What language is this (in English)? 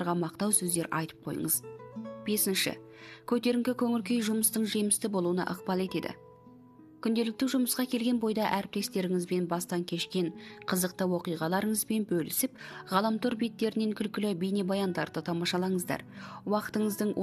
Kazakh